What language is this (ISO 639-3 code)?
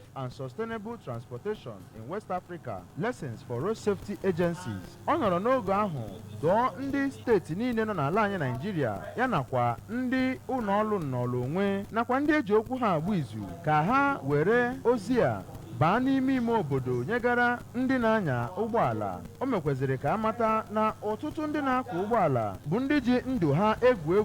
ibo